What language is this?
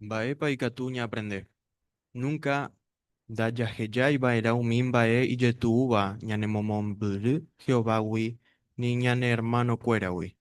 Guarani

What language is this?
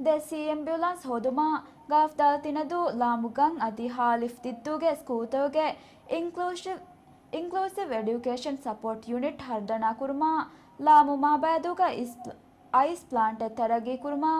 Divehi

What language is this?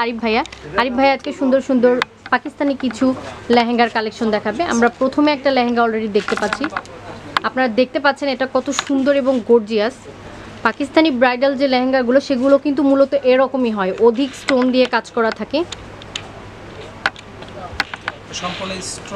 Bangla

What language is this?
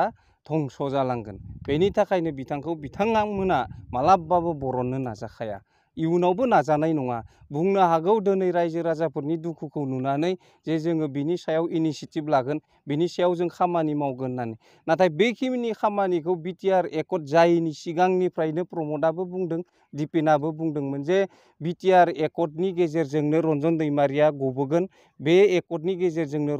Bodo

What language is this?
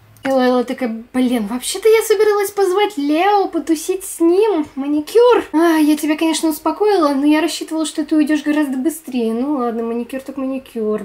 Russian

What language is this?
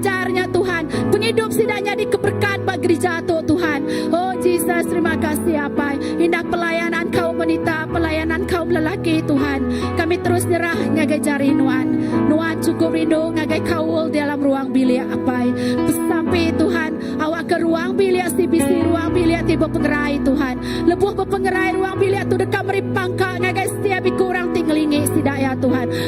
Iban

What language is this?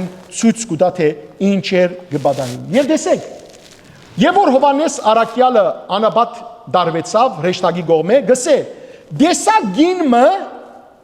Western Armenian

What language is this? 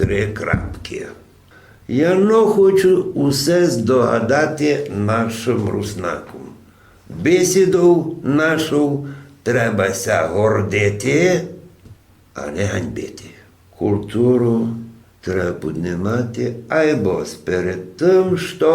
Rusyn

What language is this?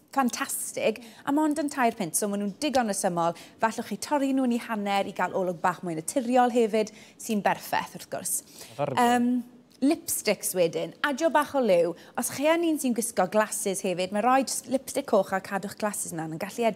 Welsh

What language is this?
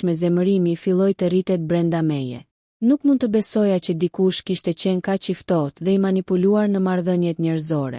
Albanian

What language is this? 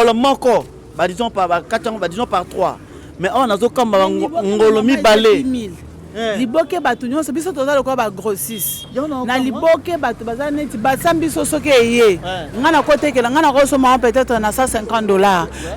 Lingala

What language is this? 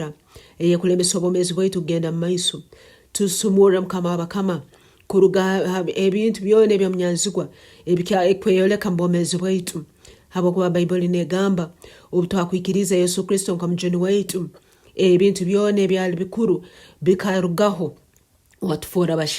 Tooro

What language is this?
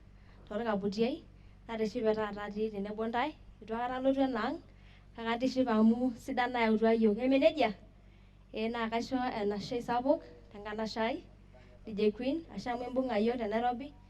Masai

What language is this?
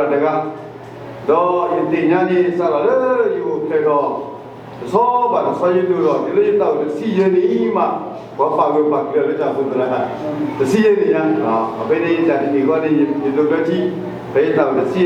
S'gaw Karen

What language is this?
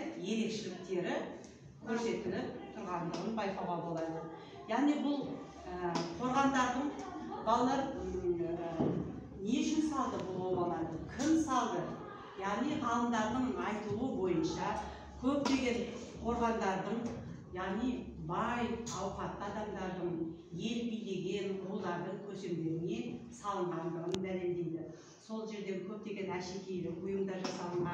Kazakh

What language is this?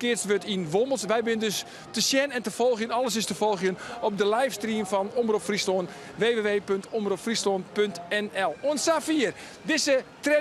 Western Frisian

